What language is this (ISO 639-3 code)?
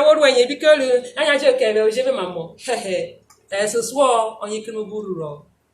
urh